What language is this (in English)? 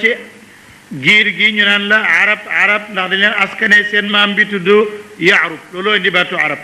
Wolof